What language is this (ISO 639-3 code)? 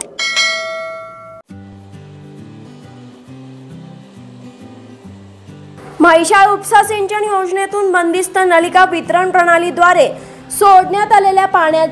mar